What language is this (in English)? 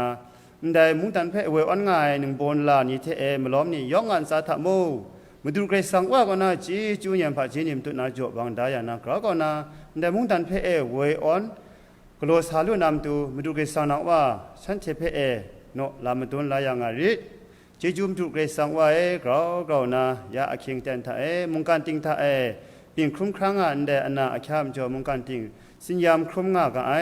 Kachin